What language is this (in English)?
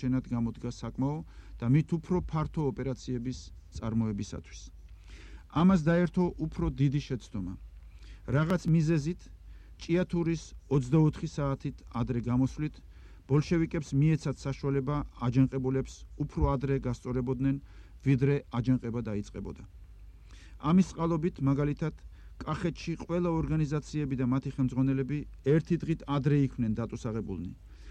Georgian